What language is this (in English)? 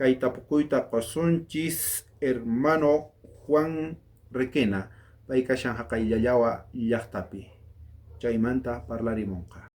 South Bolivian Quechua